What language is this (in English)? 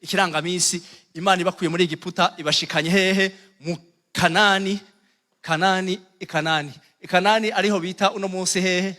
Rundi